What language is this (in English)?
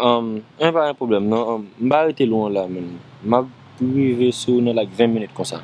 Haitian Creole